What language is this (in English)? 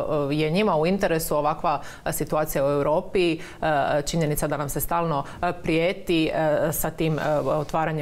Croatian